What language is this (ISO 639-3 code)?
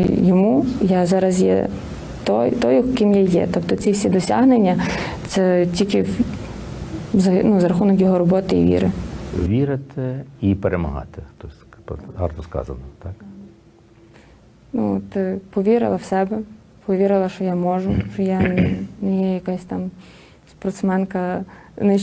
ukr